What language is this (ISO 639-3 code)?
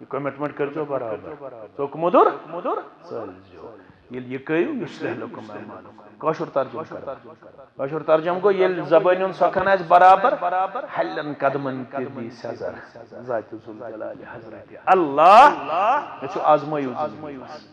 kas